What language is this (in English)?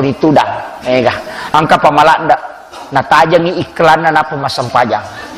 Buginese